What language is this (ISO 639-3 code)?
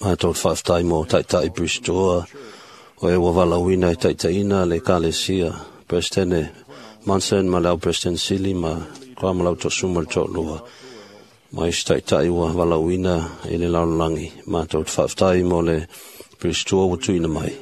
smo